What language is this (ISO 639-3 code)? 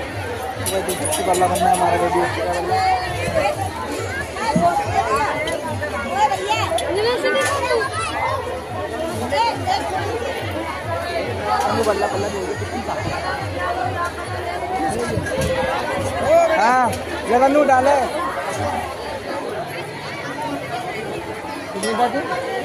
hin